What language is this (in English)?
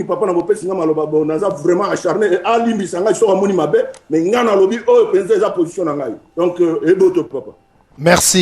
Lingala